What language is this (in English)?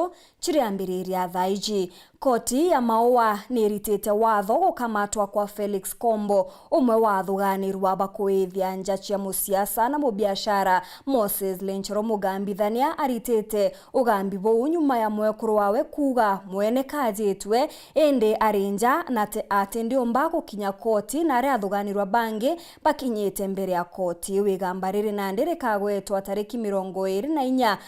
Meru